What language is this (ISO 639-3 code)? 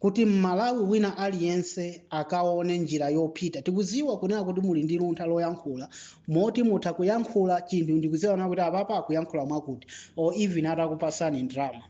nya